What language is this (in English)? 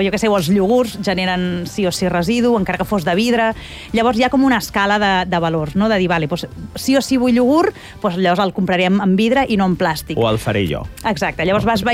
Catalan